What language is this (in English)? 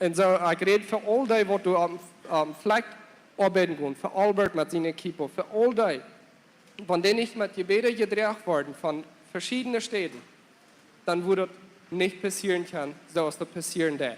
Plautdietsch